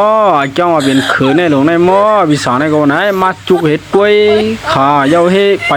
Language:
Shan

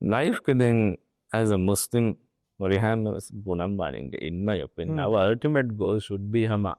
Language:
Divehi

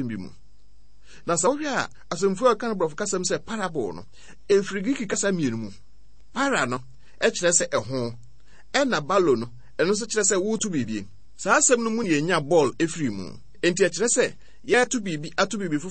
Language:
Akan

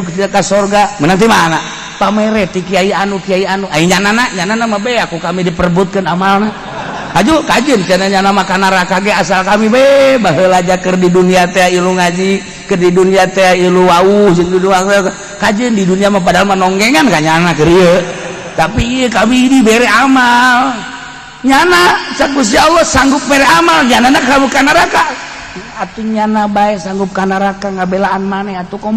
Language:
Sundanese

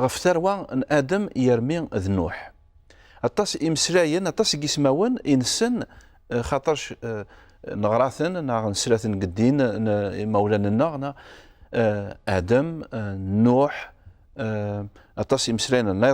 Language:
Kabyle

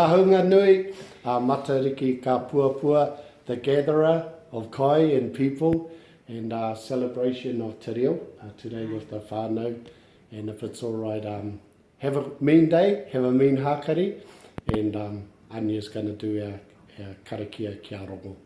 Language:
Māori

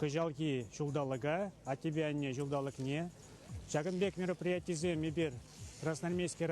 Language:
Chuvash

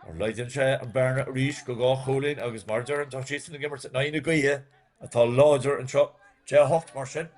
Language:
Irish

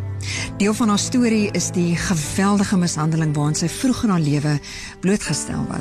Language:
Afrikaans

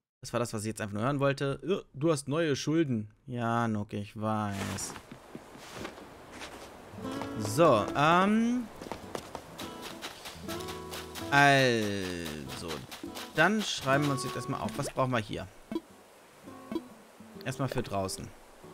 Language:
German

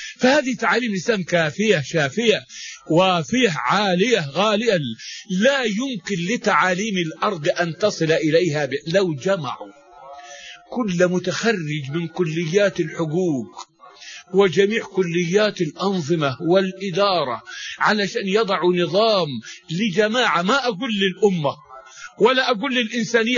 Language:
Arabic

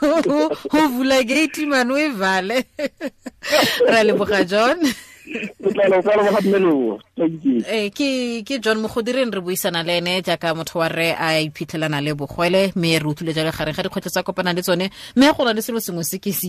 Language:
Tswana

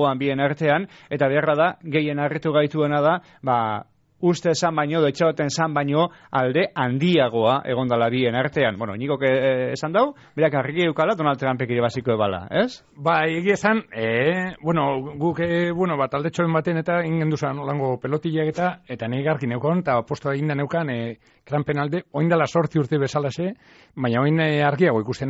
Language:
Basque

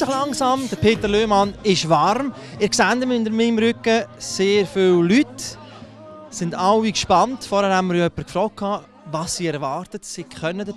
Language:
German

